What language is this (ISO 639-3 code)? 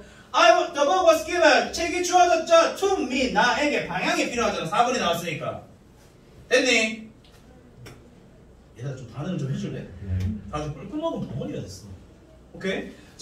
kor